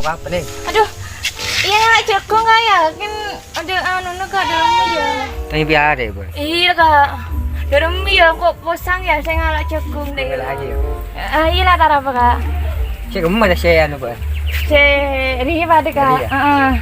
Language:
Madurese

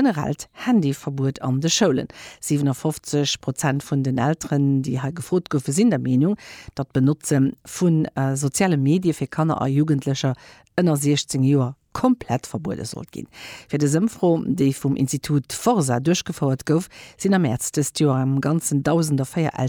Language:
Luxembourgish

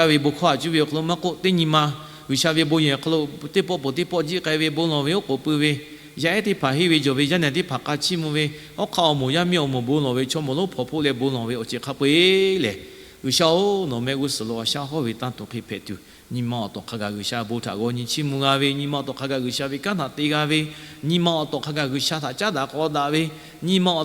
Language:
Lahu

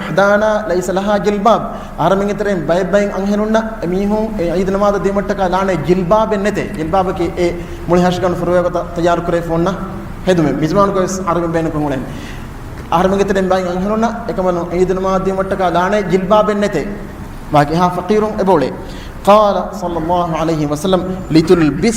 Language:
Divehi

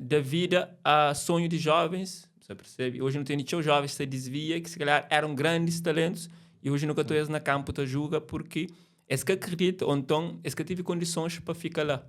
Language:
Kabuverdianu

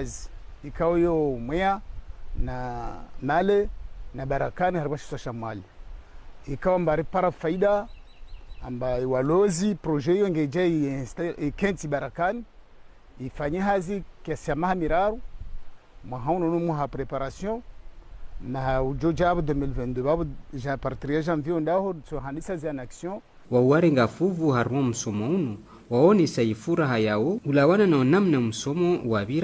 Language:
Ngazidja Comorian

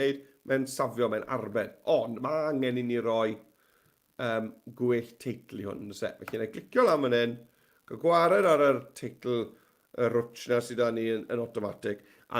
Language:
Welsh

